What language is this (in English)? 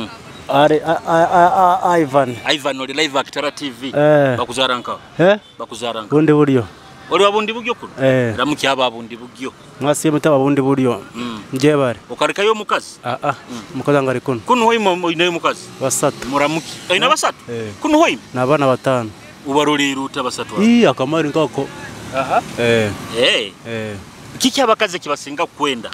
Nyoro